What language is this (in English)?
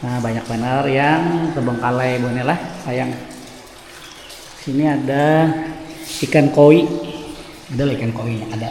Banjar